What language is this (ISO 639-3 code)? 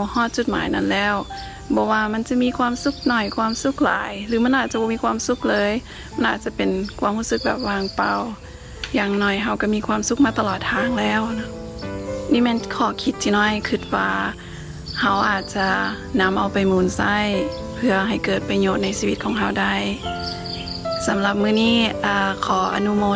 lao